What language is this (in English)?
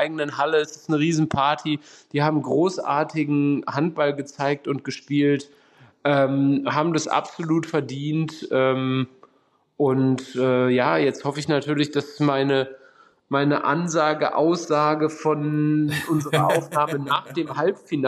German